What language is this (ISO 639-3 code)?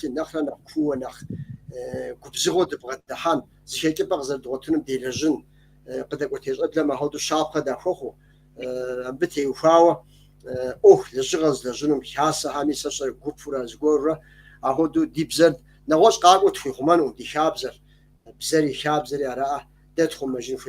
kbd